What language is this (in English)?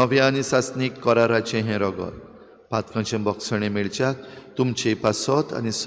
Konkani